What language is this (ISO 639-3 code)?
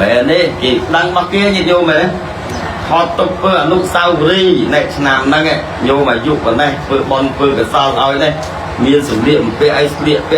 khm